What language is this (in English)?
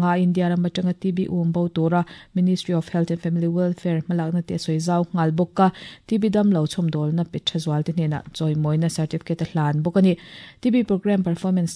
Mizo